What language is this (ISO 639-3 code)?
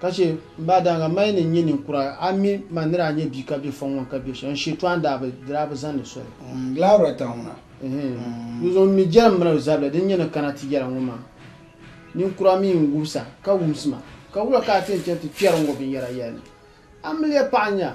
dag